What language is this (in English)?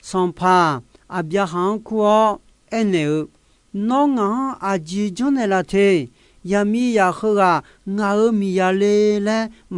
Akha